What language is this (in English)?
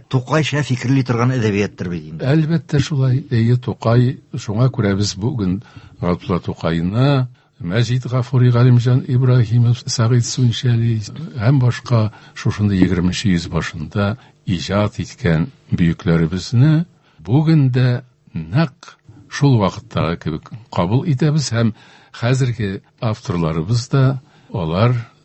Tatar